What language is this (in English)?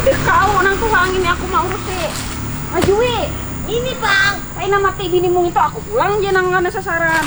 Banjar